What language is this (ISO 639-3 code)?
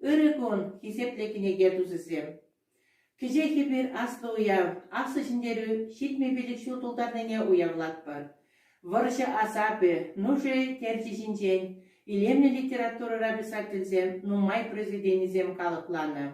chv